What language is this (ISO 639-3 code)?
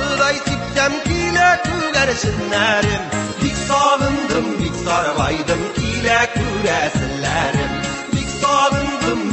tat